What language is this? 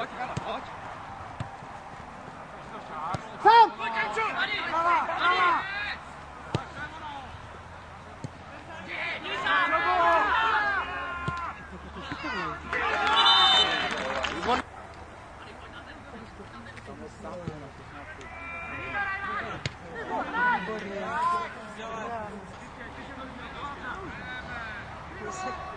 Czech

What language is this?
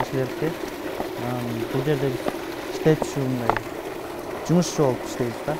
Kyrgyz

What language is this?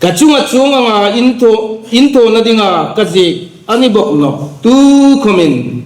Hmar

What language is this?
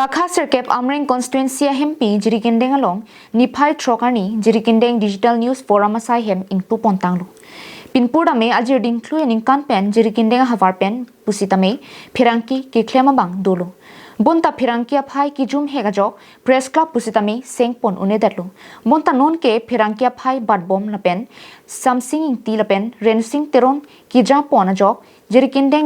Karbi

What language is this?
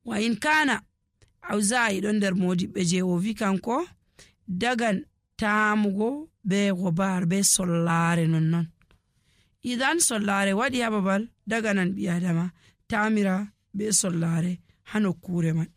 Nigerian Fulfulde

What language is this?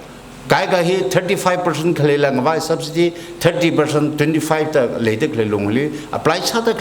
Tangkhul Naga (India)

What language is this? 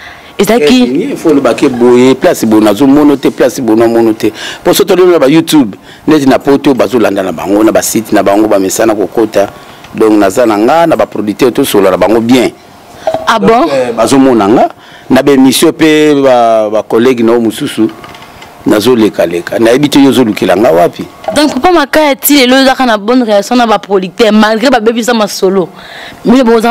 Lingala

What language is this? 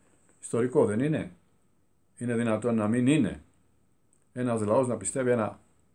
Greek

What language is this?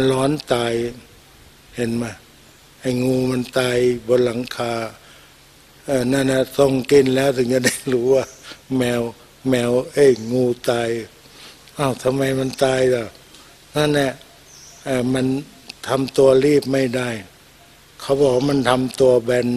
Thai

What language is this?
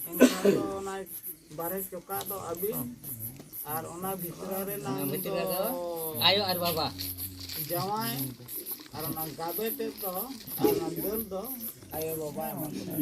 Santali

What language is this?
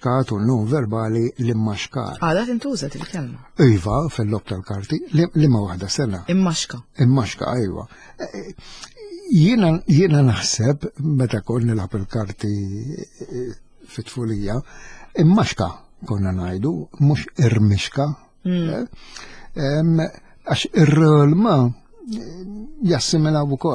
Maltese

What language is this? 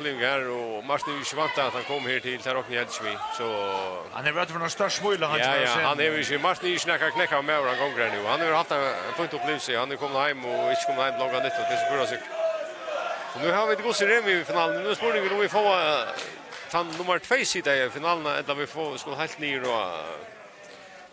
Faroese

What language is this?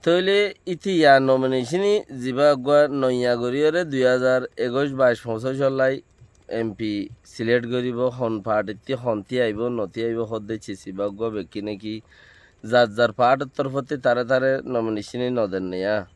Rohingya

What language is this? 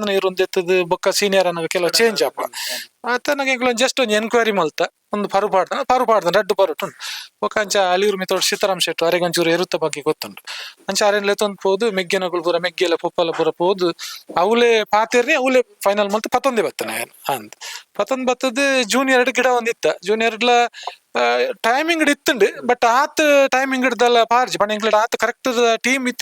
Tulu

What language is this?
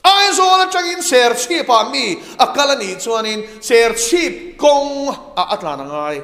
Mizo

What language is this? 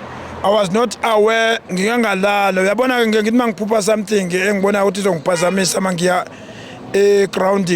Zulu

